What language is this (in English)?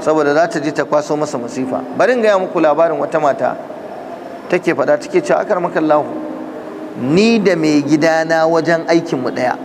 Hausa